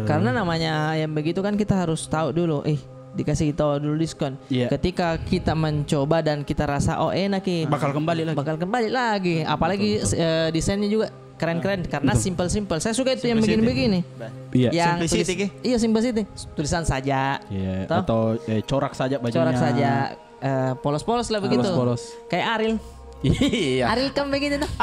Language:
Makassar Malay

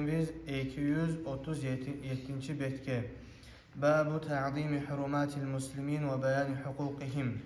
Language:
Kumyk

